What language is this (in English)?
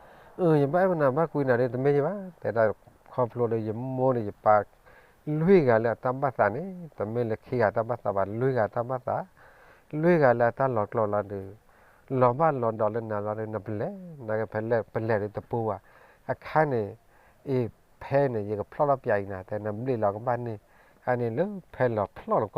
S'gaw Karen